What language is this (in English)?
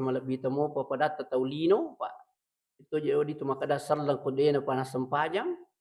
Buginese